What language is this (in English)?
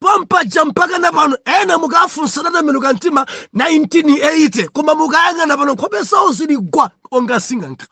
Nyanja